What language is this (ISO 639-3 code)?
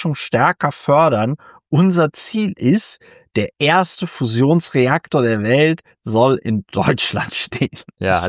deu